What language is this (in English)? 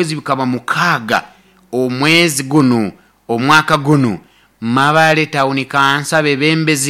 Nyoro